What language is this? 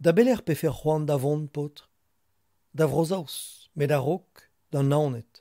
Breton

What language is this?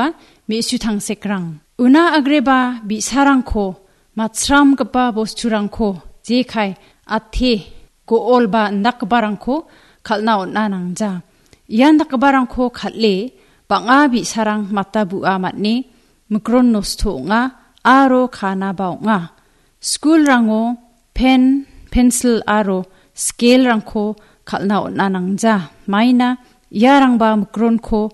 Garo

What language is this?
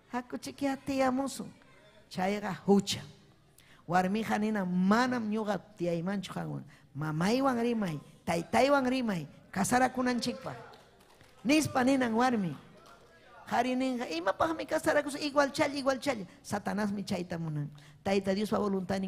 Ayacucho Quechua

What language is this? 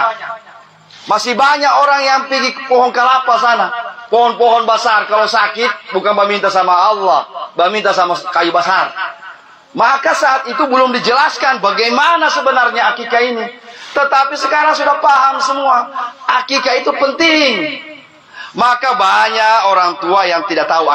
Indonesian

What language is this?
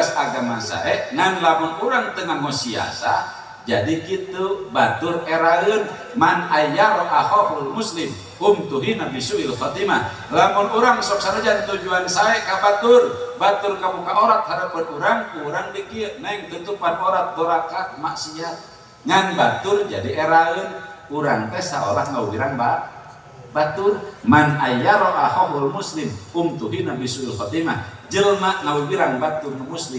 Sundanese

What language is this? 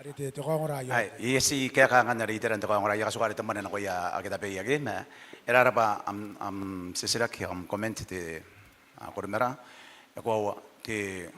Gilbertese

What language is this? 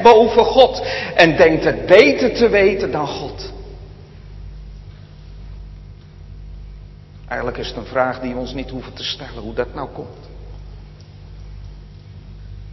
Dutch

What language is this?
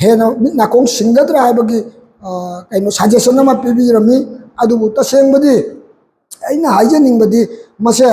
Manipuri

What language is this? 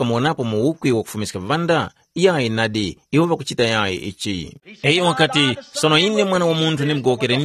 Tumbuka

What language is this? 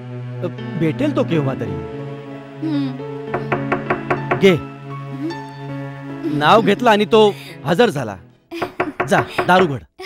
Marathi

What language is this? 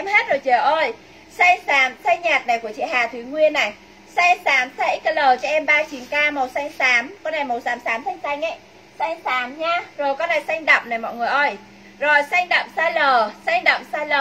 Vietnamese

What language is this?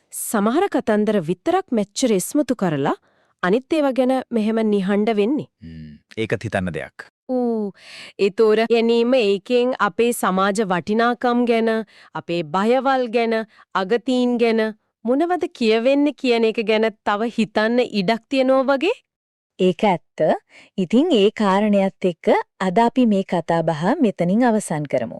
Sinhala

